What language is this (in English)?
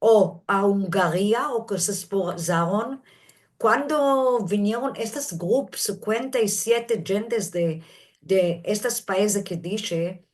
Ladino